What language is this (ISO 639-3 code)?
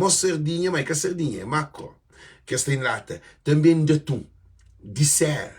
kea